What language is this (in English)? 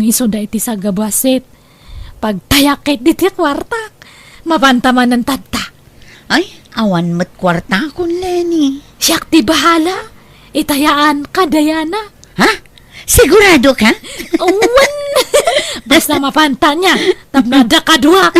Iloko